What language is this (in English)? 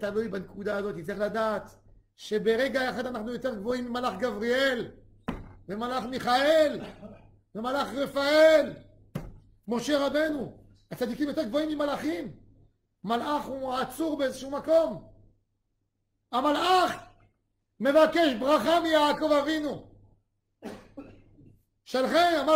Hebrew